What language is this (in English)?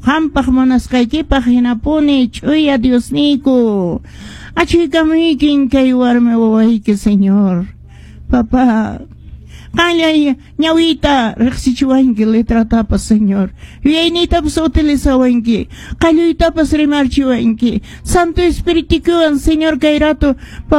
Quechua